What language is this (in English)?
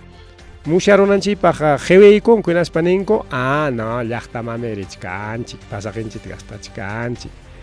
Ayacucho Quechua